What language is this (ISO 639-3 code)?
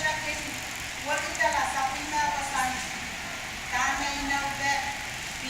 pon